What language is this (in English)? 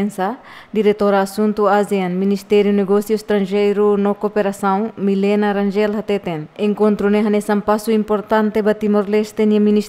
Tetum